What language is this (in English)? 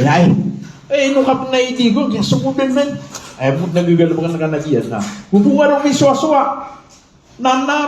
Maranao